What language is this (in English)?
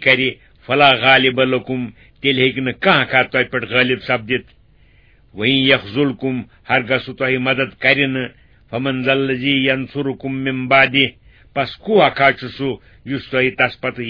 Kashmiri